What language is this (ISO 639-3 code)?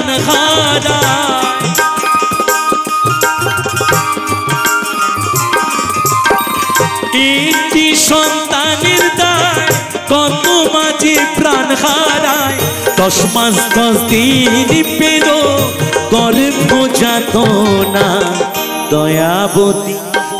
ben